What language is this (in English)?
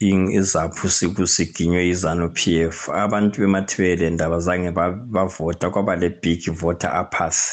North Ndebele